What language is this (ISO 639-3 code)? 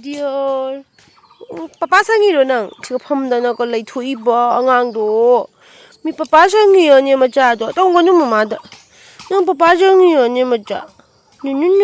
mni